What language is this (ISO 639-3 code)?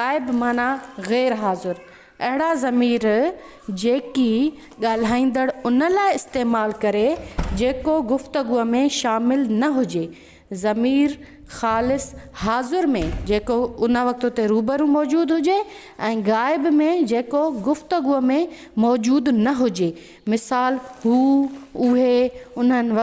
snd